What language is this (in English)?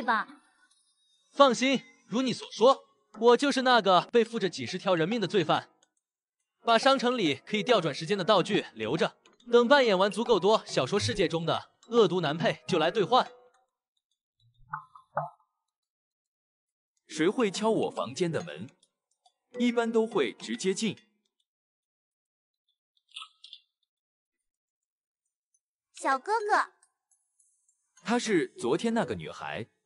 Chinese